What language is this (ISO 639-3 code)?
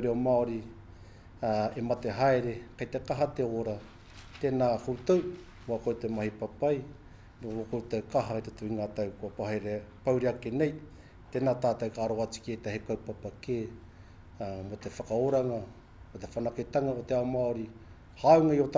mri